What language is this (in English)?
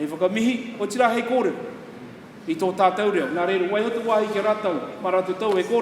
Māori